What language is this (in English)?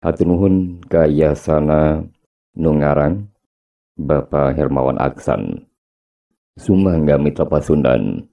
Sundanese